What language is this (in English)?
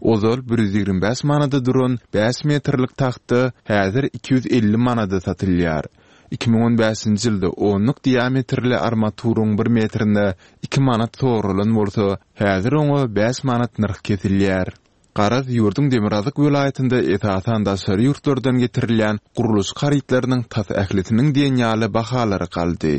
Turkmen